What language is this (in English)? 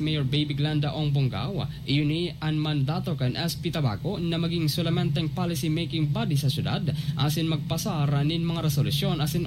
Bikol